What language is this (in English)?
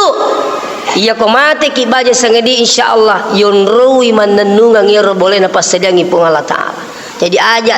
Buginese